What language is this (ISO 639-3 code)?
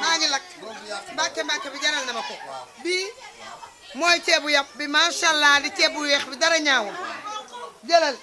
wol